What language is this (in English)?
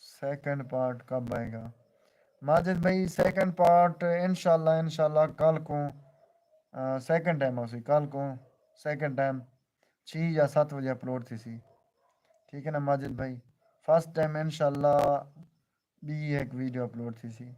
Saraiki